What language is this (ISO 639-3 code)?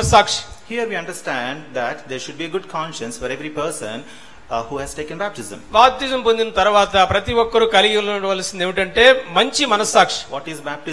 tel